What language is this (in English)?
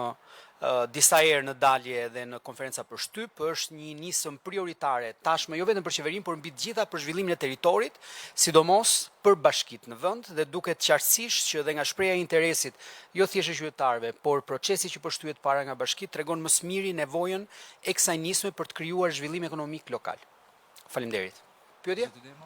Albanian